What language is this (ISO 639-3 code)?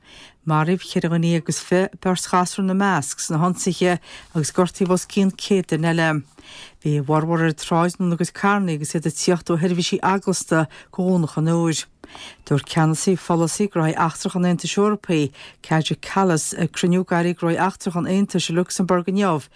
gle